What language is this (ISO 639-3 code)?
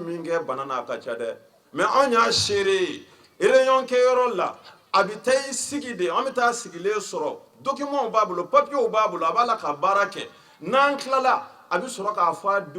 bam